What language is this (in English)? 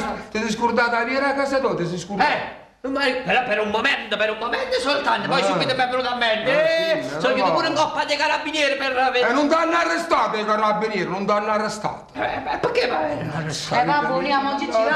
Neapolitan